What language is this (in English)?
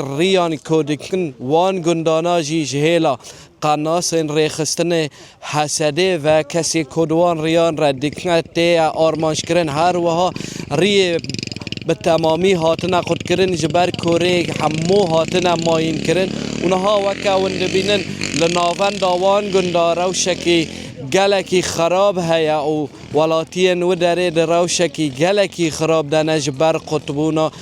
Kurdish